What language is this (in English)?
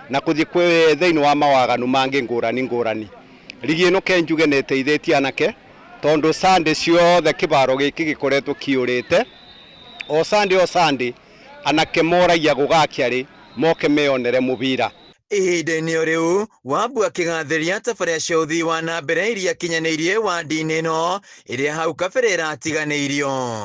Kikuyu